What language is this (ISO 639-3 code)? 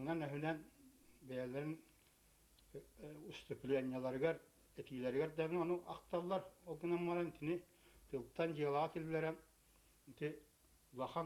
sah